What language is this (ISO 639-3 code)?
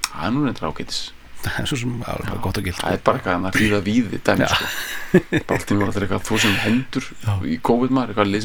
isl